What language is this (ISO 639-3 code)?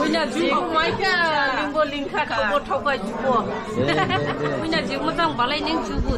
dis